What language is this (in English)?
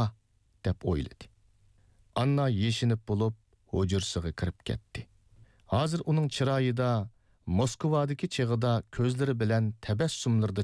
Uyghur